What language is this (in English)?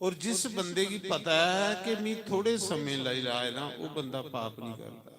Dogri